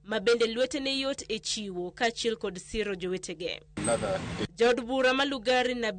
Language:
Luo (Kenya and Tanzania)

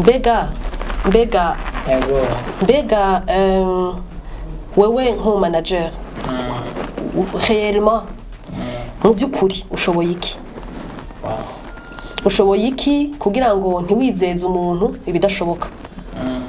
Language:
Rundi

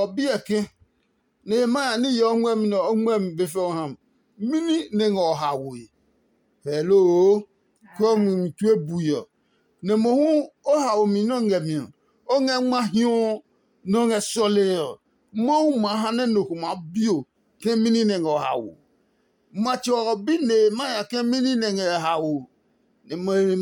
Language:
Adangme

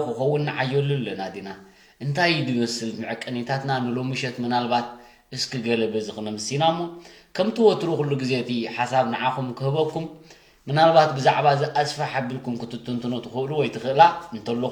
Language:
Tigrinya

